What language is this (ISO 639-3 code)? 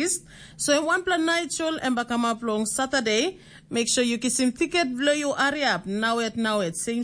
tpi